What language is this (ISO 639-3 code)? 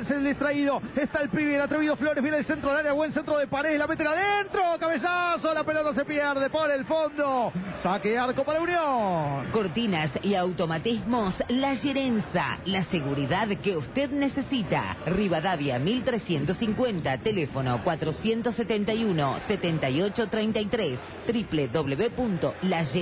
spa